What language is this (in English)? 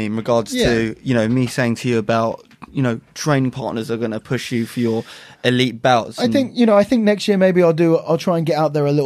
English